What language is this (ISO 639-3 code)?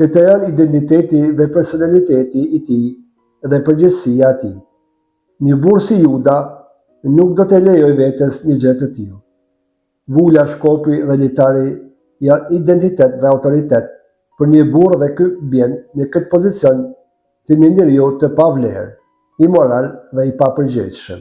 sqi